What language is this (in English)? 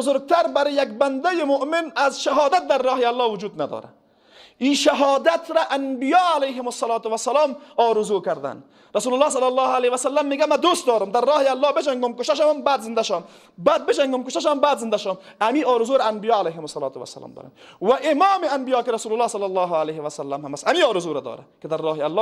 Persian